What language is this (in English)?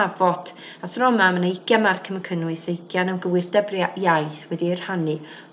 Welsh